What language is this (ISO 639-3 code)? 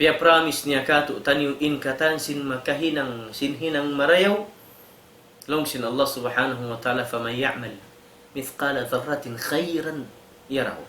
tsg